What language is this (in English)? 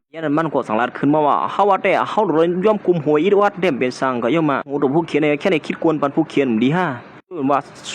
Shan